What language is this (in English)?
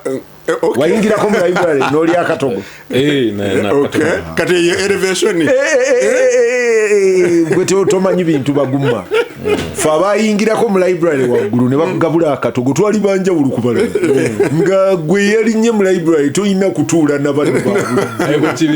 Ganda